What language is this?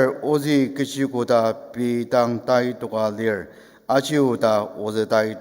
Ao Naga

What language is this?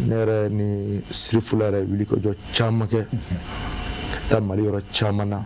Bambara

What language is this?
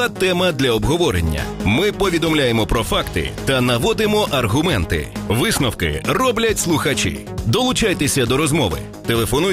Ukrainian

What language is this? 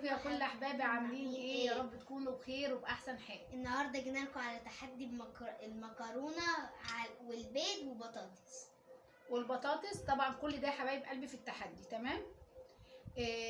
Egyptian Arabic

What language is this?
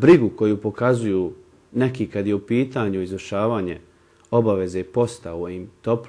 Bosnian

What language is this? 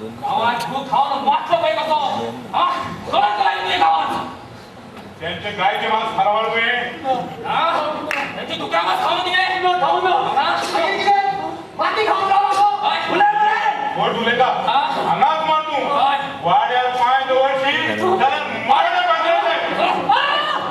Konkani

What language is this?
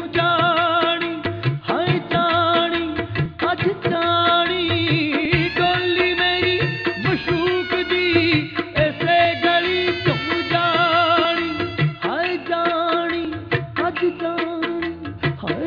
Punjabi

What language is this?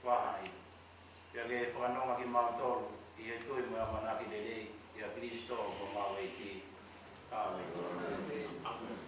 Tongan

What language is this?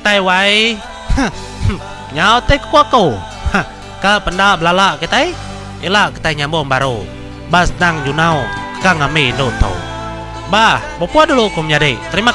Iban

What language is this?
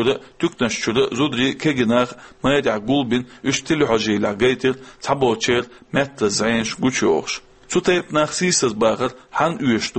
Chechen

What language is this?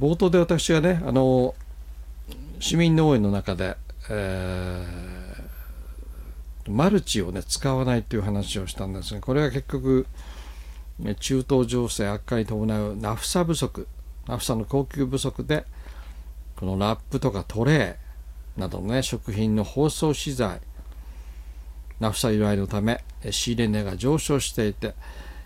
Japanese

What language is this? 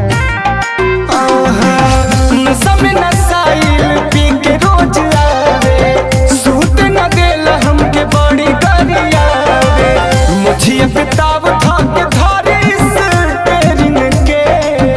Bhojpuri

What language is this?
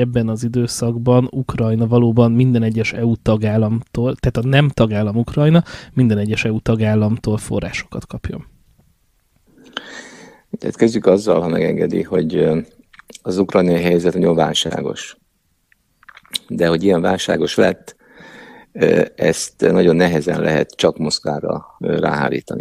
Hungarian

